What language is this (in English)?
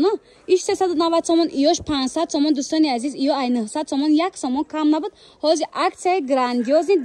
Tajik